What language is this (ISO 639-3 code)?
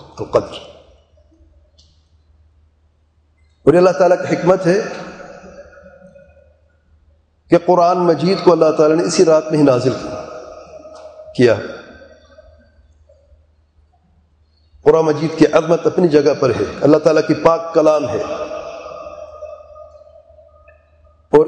urd